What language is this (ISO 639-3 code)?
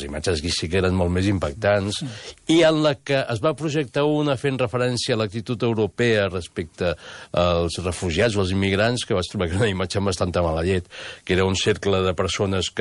cat